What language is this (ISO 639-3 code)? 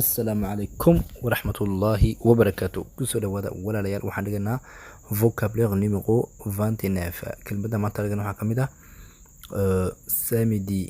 som